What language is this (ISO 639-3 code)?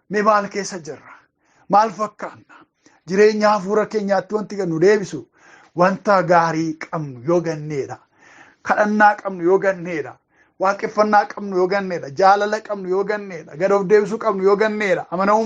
orm